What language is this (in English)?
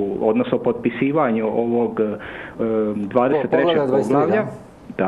Croatian